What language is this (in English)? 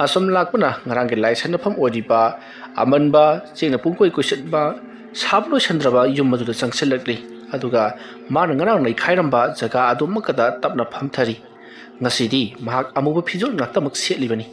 Manipuri